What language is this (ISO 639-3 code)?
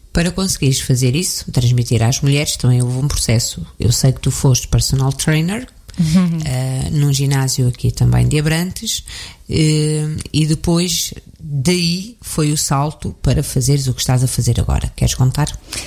por